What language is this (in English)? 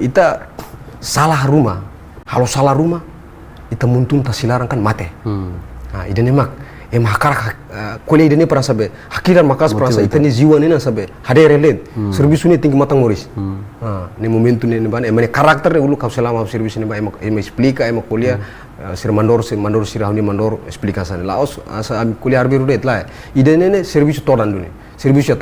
Tetum